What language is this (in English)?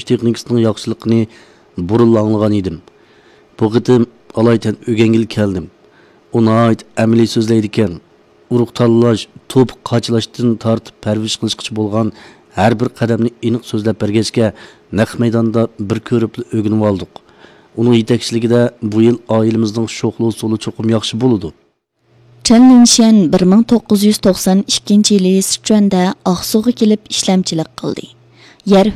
Uyghur